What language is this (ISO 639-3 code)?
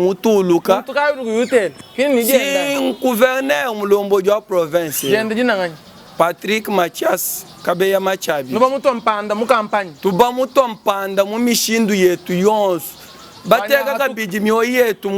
lua